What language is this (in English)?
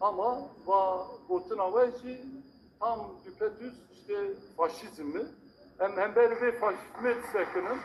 Kurdish